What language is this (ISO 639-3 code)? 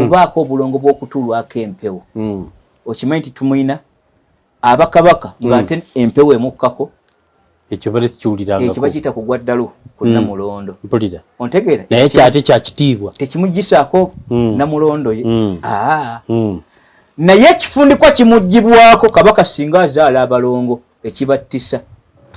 lug